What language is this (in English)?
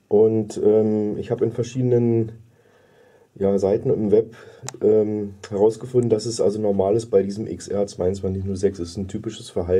German